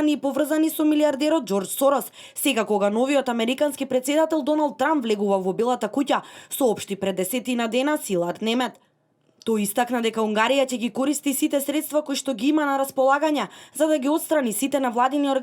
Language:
Macedonian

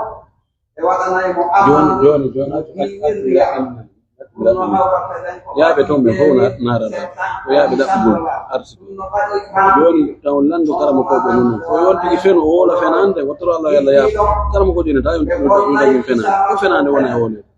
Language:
Pular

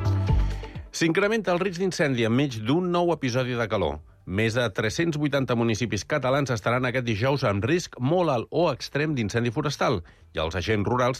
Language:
Catalan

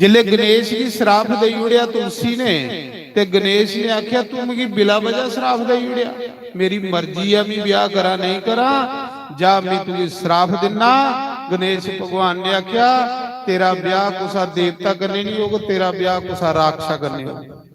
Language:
Dogri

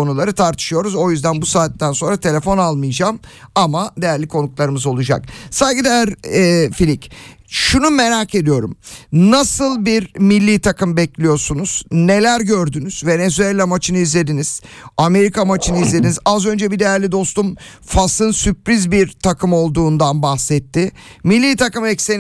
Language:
Turkish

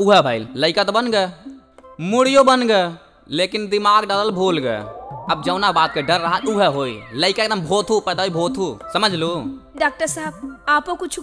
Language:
Bhojpuri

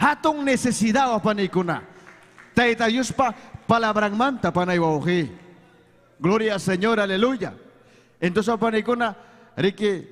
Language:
Ayacucho Quechua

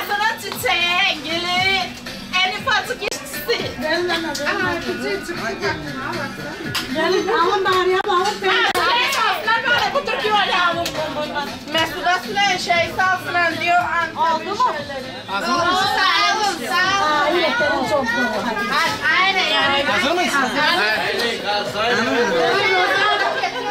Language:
Turkish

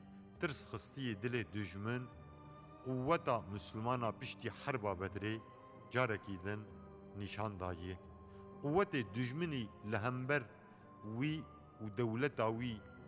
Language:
Kurdish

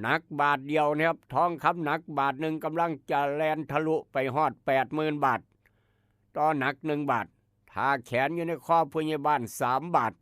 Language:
Northeastern Thai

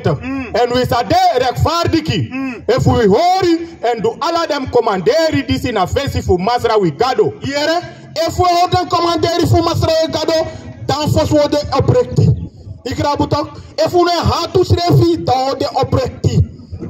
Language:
Sranan Tongo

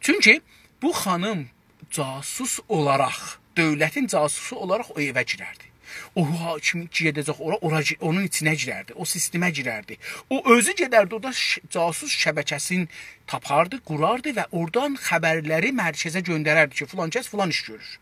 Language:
South Azerbaijani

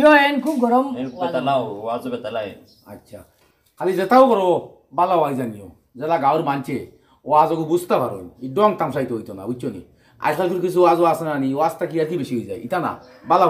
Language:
Sylheti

